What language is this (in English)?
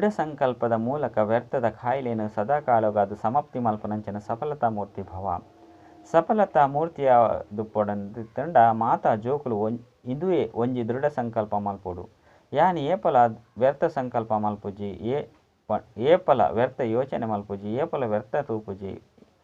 Tulu